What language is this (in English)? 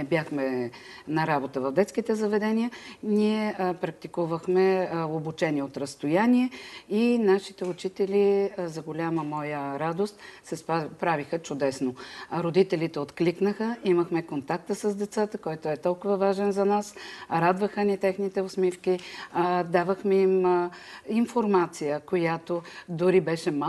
Bulgarian